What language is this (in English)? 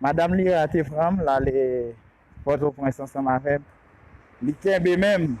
Haitian Creole